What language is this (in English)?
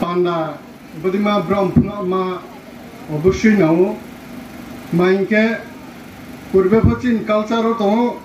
Riang (India)